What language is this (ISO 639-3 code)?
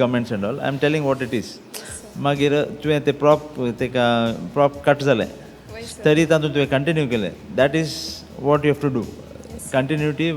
kok